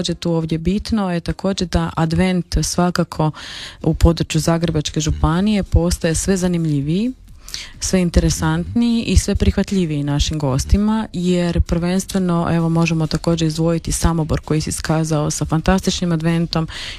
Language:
Croatian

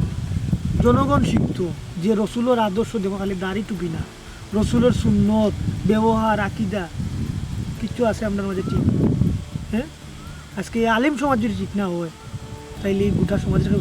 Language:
Sylheti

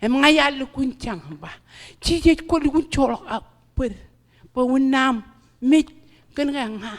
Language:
Marshallese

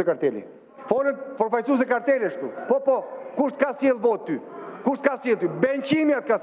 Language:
Albanian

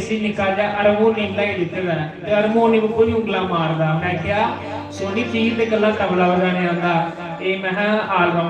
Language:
Dogri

